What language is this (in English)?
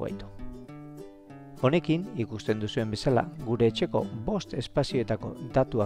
Basque